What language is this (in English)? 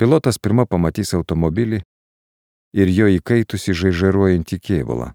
Lithuanian